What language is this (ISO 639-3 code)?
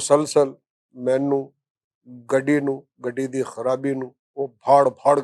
lah